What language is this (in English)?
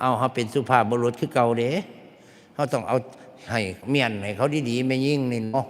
Northeastern Thai